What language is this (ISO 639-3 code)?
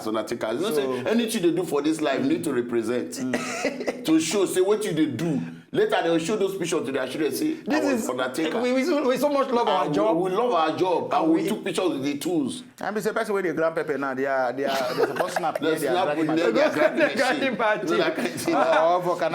pcm